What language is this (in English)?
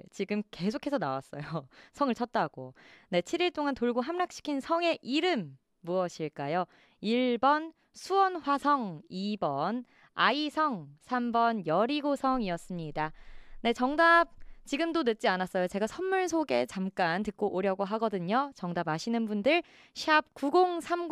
Korean